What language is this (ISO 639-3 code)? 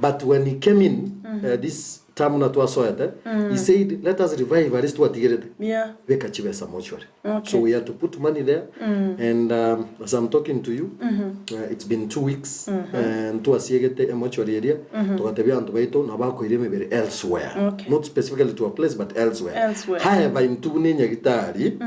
guz